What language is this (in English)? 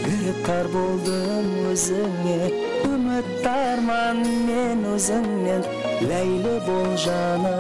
Kara-Kalpak